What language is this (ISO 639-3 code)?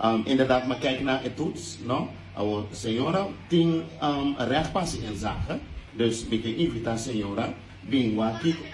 pap